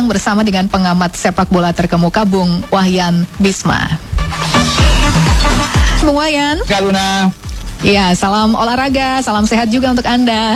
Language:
Indonesian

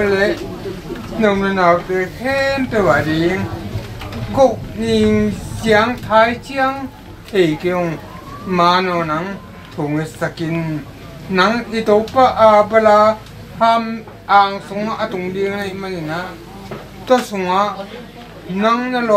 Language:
Tedim Chin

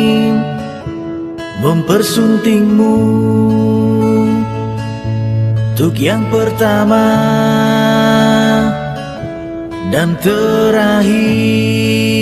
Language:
Indonesian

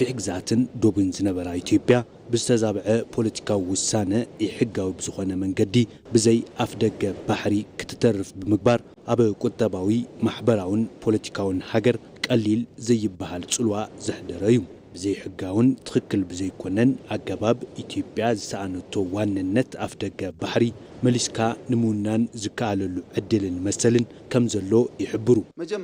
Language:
Tigrinya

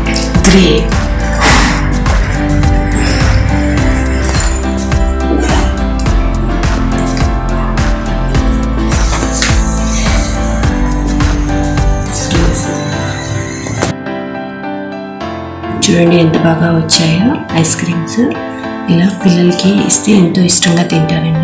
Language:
Telugu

